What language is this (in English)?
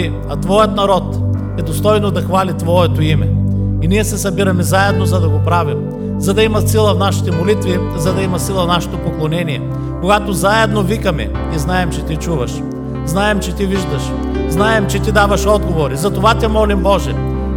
Bulgarian